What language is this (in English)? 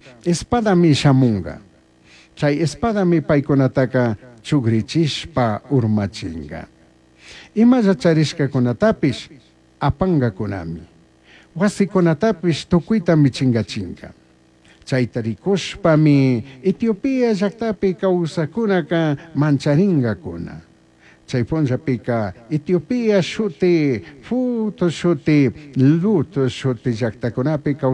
Chimborazo Highland Quichua